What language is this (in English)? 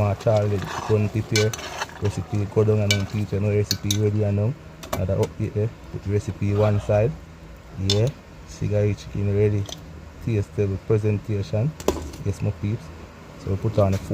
Jamaican Creole English